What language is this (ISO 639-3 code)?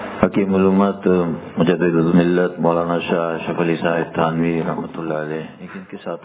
urd